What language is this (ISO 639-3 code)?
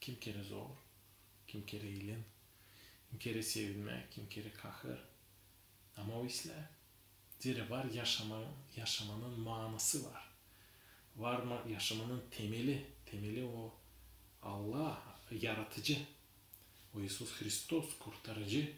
gag